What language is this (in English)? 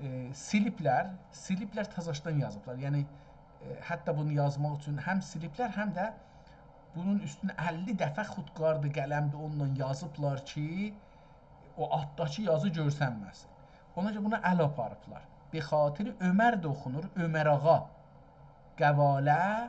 South Azerbaijani